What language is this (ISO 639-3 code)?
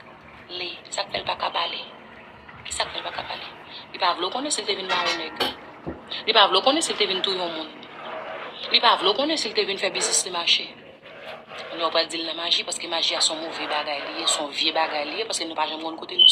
hat